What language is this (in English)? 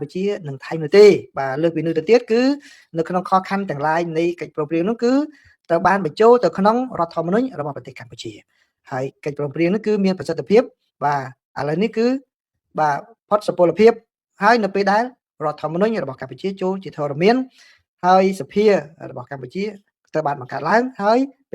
Khmer